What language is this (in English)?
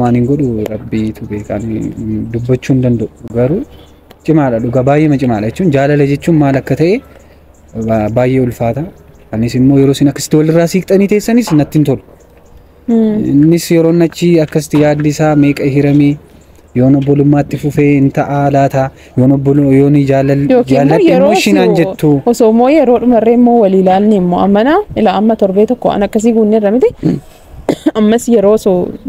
Oromo